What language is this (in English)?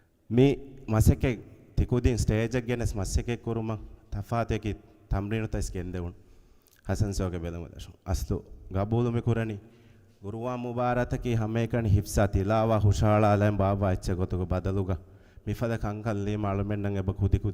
Divehi